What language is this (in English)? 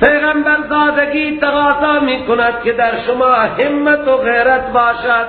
Persian